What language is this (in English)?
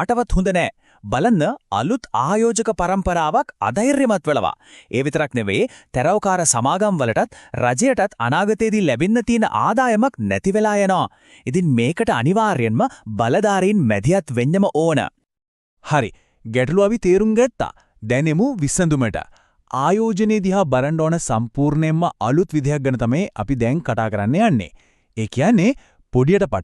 Sinhala